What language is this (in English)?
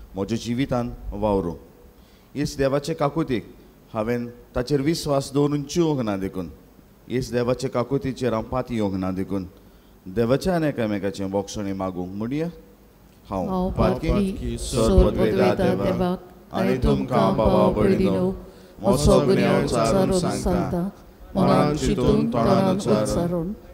Konkani